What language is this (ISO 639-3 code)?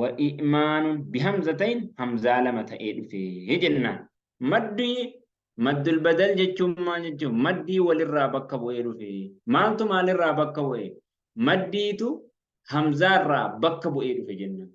orm